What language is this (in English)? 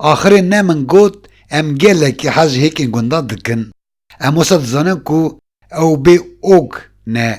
Kurdish